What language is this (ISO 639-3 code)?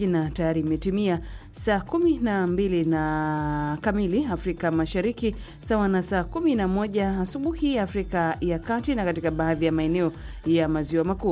swa